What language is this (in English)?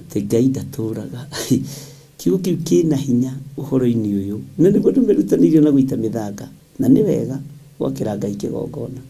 Kikuyu